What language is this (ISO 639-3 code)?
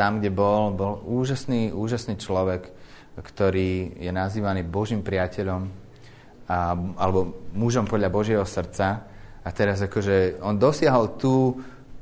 slk